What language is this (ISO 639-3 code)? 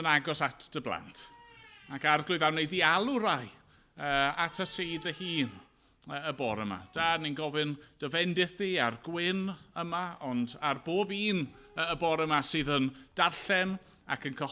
cym